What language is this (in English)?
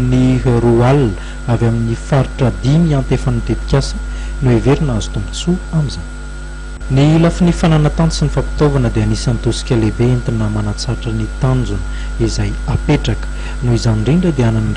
Malagasy